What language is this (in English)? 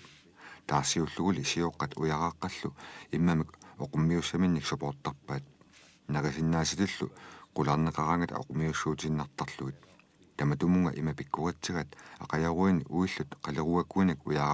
Kalaallisut